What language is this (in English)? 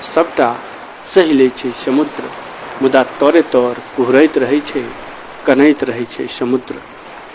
Maithili